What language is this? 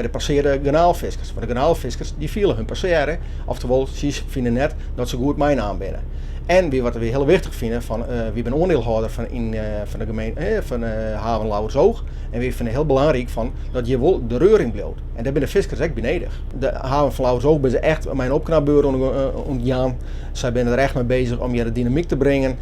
Western Frisian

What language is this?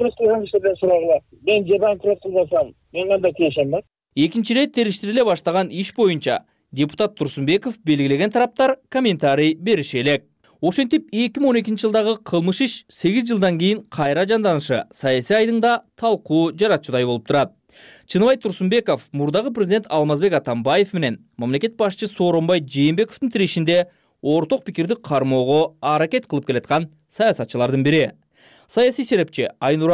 Kyrgyz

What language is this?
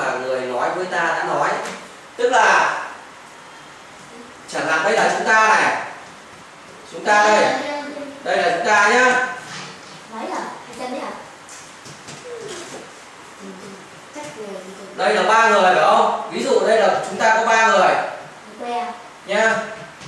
Vietnamese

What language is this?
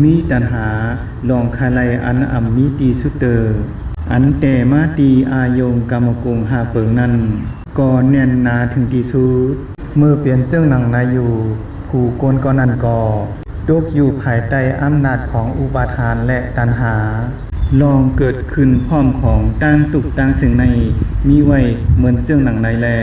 Shan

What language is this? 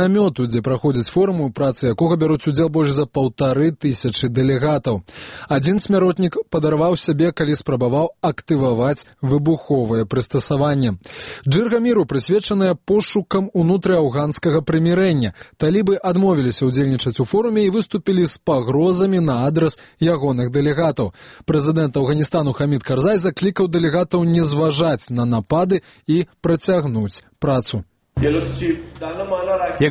Belarusian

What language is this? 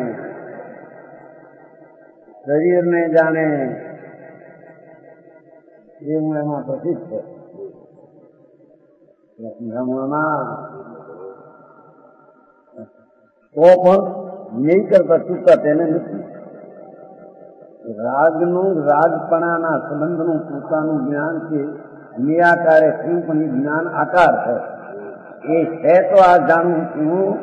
Gujarati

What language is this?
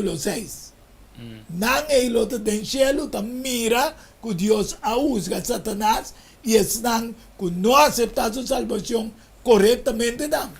Papiamento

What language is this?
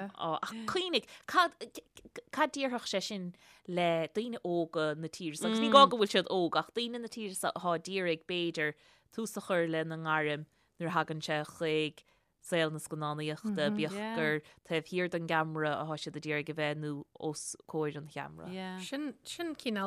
Irish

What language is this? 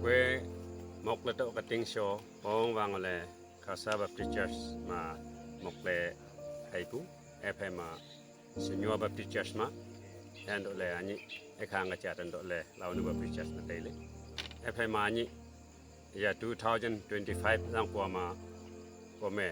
Wancho Naga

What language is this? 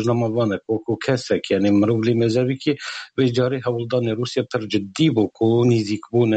Kurdish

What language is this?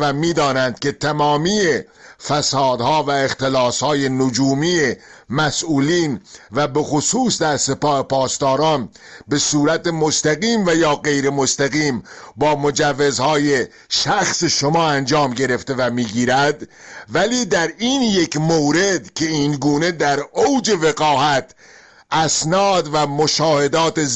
Persian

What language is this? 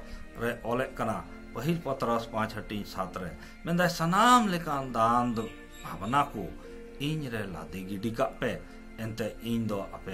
Santali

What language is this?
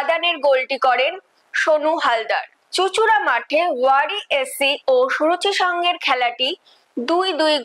Bangla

